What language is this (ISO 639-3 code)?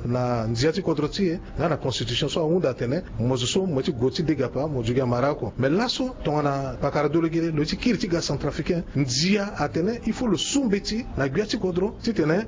sag